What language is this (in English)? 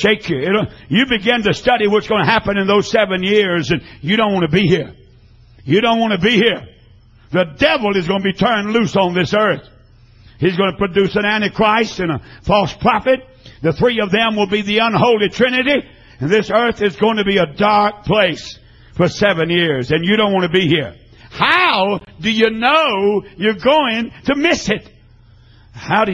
English